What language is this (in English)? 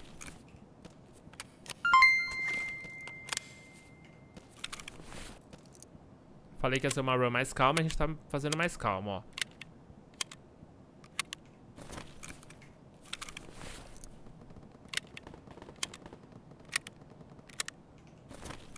Portuguese